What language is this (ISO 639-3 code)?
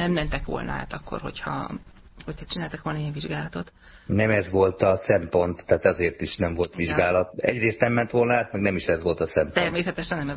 hun